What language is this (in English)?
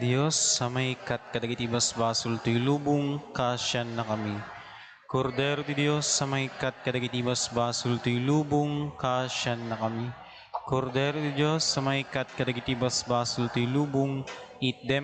Iloko